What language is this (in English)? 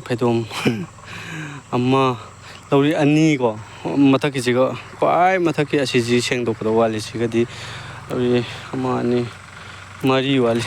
Manipuri